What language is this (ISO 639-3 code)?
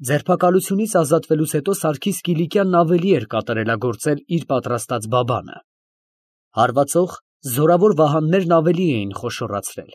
hye